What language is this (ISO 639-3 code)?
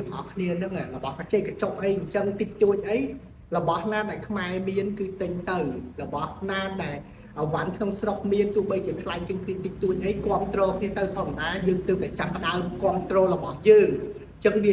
khm